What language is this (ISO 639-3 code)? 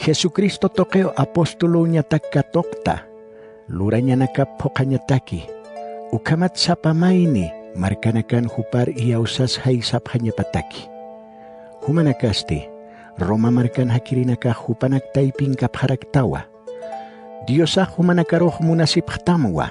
aym